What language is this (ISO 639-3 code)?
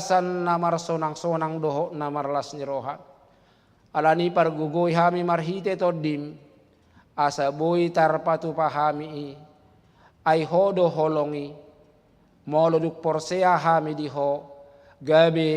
bbc